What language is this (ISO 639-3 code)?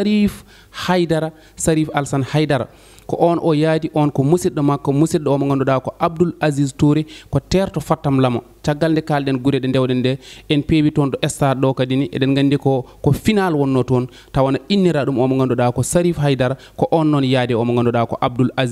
ful